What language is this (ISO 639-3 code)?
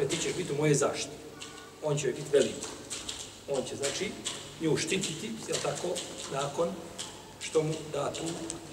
bos